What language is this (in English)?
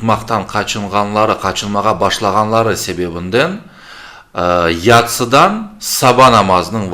Crimean Tatar